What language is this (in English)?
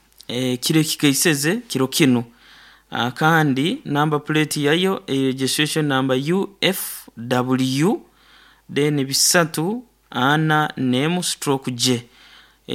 Nyoro